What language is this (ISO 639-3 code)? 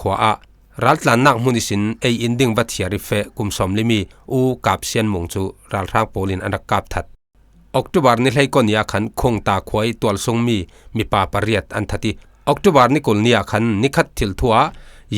cfm